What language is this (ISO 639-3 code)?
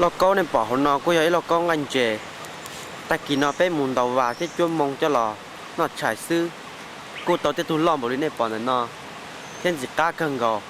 hmn